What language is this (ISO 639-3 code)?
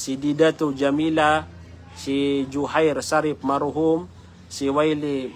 mrw